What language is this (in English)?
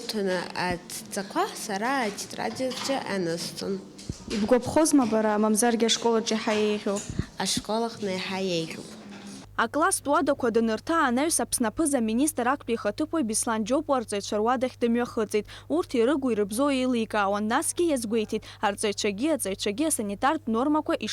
Abkhazian